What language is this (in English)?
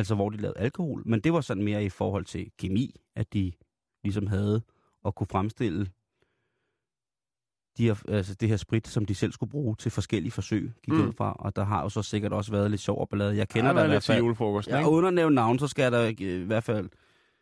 Danish